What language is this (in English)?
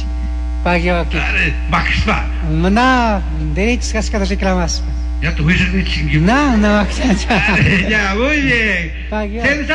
Chimborazo Highland Quichua